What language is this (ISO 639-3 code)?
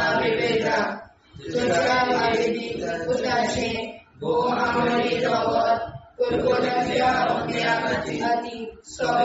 kok